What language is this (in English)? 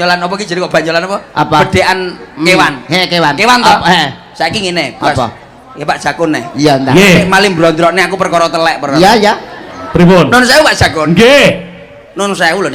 Javanese